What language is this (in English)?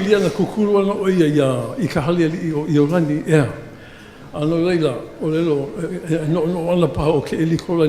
Hawaiian